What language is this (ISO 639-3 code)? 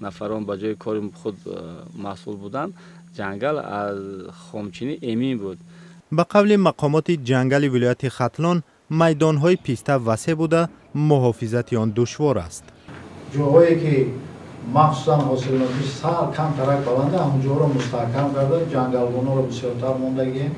tgk